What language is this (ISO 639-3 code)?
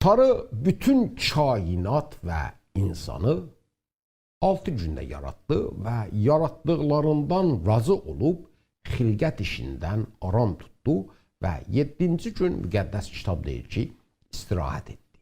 azb